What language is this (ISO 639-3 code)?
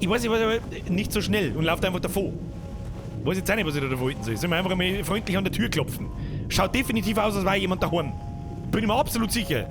bar